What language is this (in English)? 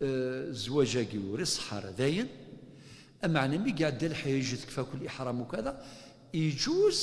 Kabyle